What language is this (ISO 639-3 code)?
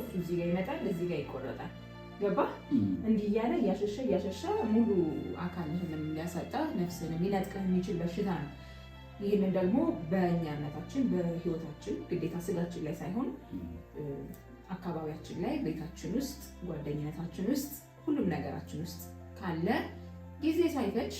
amh